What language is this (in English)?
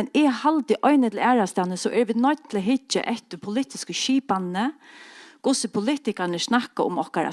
Faroese